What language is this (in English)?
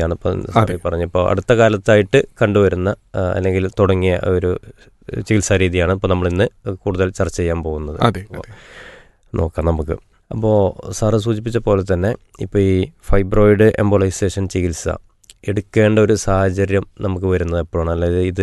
Malayalam